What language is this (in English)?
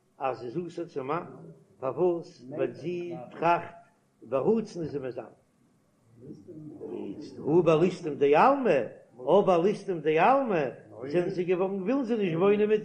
Yiddish